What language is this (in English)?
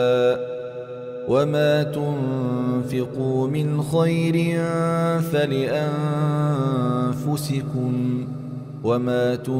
Arabic